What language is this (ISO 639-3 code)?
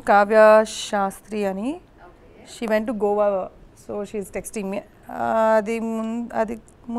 tel